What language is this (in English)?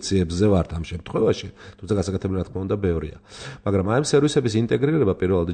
Georgian